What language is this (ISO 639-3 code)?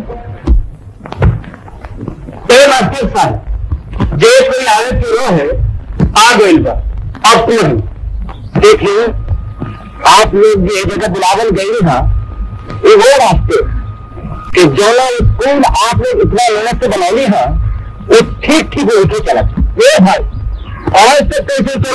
bho